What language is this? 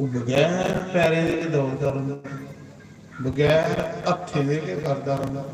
Dogri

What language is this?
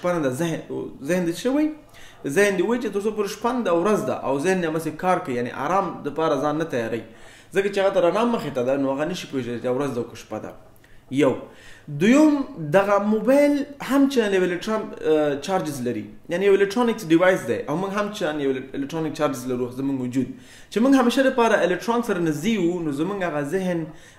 Pashto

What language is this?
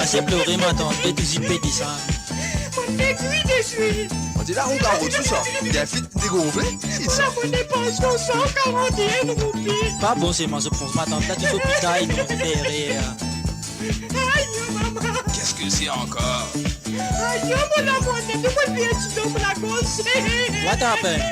Morisyen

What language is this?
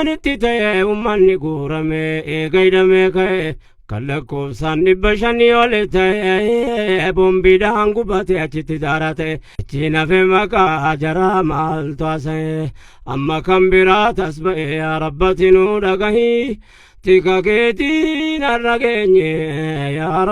Oromo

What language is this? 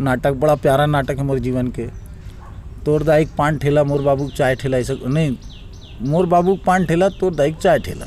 Chhattisgarhi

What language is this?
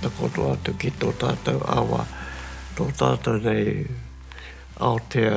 Māori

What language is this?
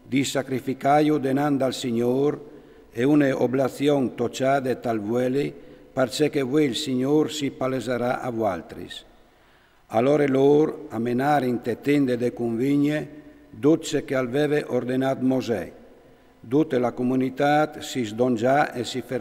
Friulian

